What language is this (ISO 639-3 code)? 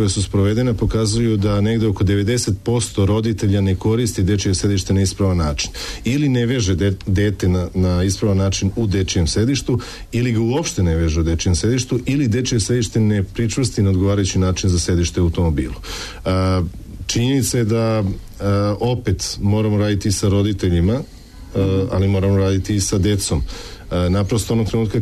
srp